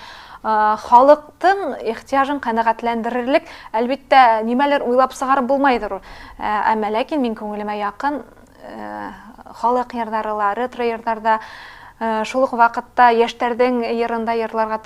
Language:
Bashkir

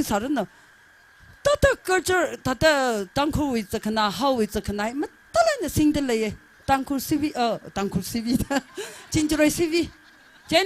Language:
Tangkhul Naga (India)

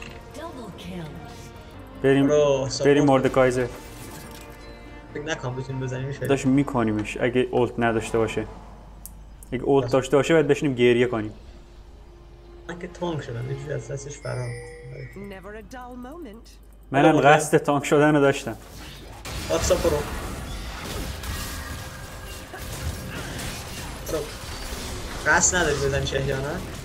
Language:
Persian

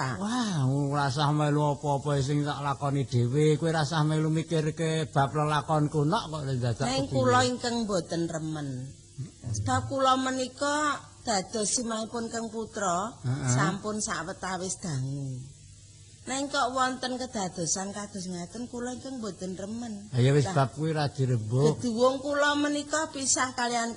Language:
Javanese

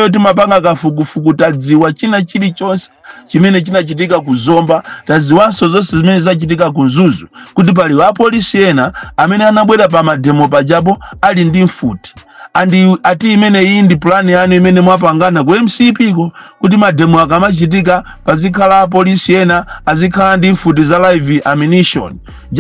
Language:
Nyanja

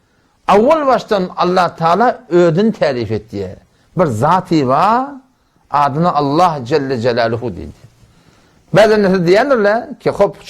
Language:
Turkmen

